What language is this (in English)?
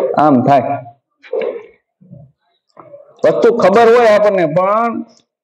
Gujarati